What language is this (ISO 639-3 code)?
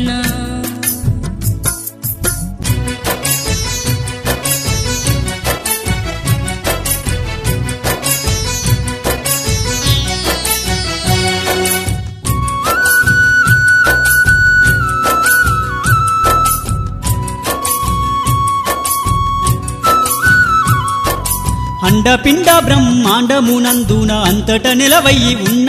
tel